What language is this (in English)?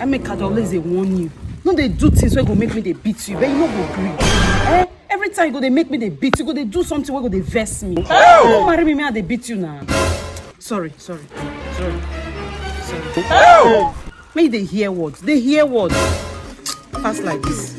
Nigerian Pidgin